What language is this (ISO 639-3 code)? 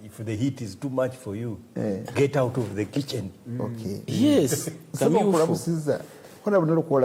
lug